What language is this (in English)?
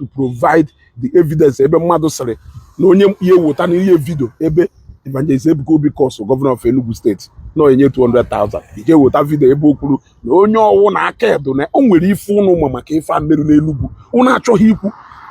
Igbo